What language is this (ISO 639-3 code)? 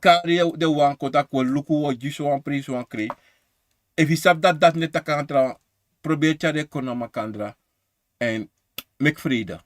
srn